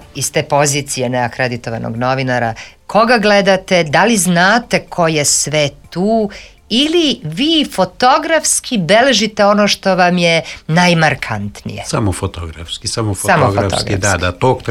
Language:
Serbian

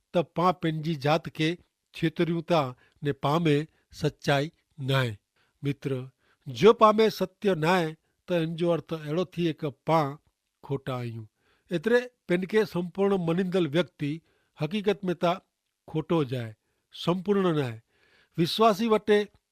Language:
Kachhi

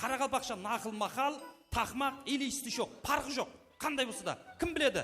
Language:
Kara-Kalpak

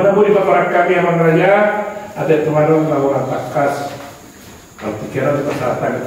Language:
Batak Toba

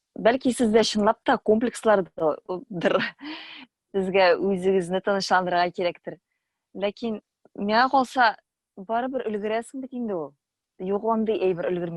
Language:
Tatar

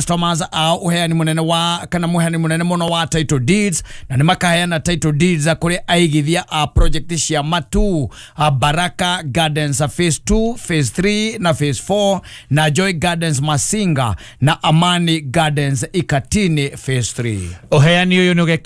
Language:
Kikuyu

